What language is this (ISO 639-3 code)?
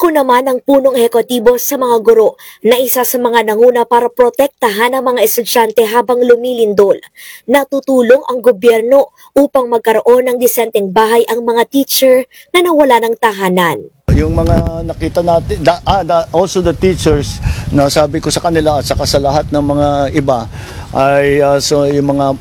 fil